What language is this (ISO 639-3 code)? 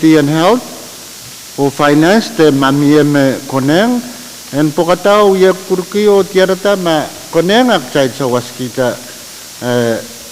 pon